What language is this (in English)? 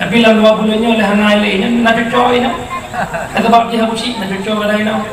Achinese